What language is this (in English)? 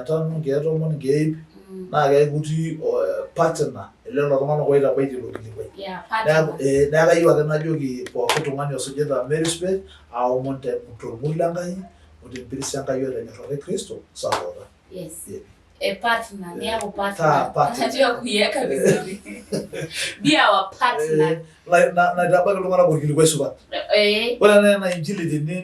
Masai